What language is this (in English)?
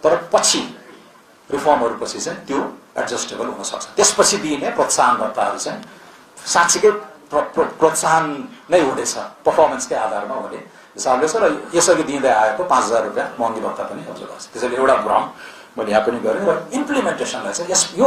Nepali